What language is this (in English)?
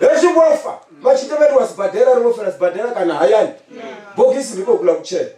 Venda